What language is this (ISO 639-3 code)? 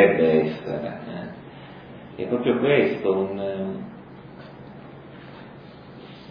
ita